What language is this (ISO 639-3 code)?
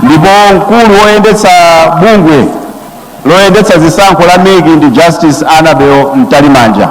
nya